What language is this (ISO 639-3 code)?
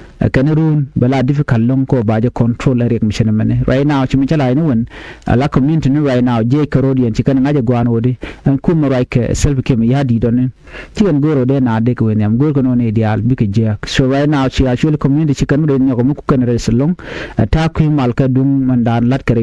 nus